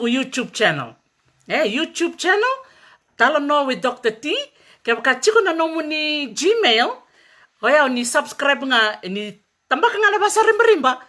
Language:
Fijian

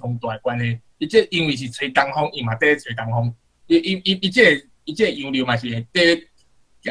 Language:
Min Nan Chinese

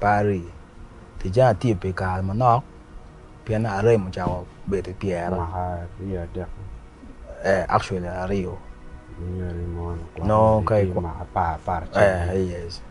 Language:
Acoli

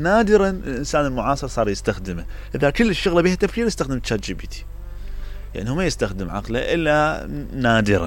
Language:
Mesopotamian Arabic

